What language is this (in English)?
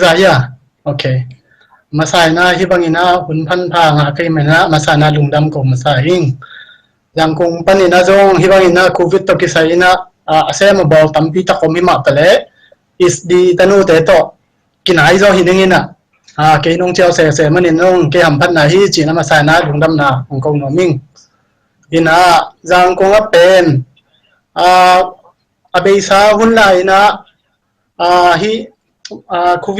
Tedim Chin